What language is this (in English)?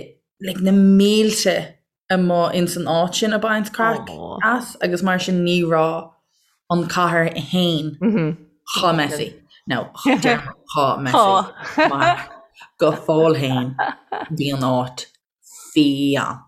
Irish